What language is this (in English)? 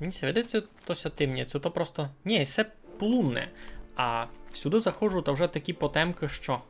Rusyn